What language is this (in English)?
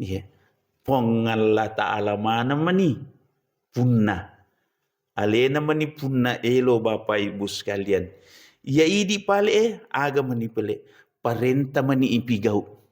Buginese